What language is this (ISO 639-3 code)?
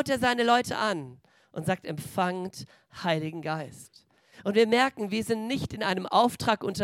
deu